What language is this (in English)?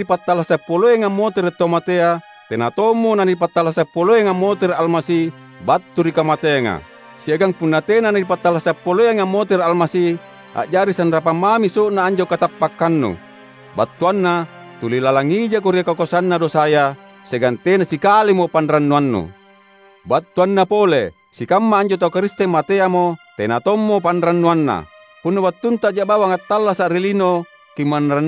Makasar